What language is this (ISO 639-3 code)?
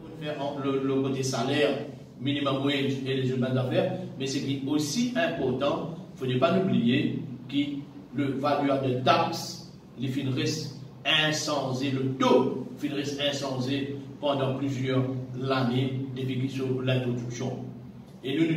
mfe